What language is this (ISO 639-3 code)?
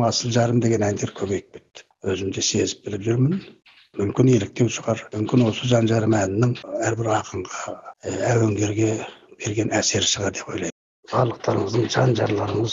kaz